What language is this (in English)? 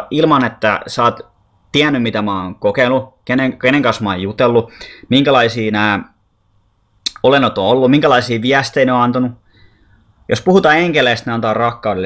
Finnish